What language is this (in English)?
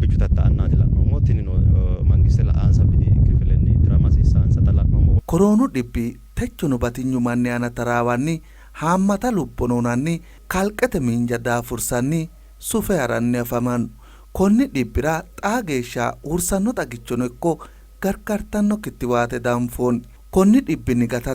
Sidamo